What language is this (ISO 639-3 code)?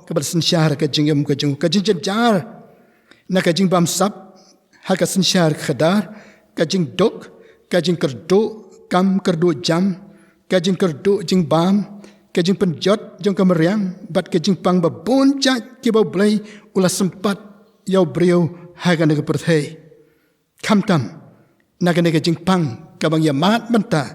kha